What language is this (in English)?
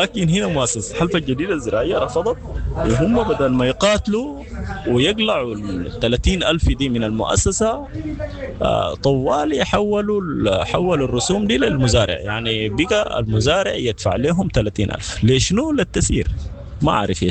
Sudanese Arabic